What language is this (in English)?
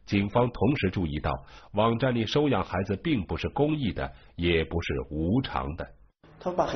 Chinese